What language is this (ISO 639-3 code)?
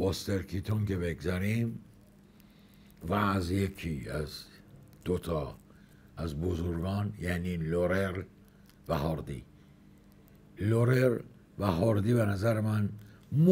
fas